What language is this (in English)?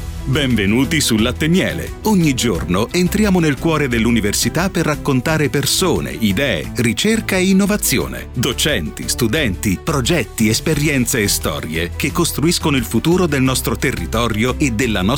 Italian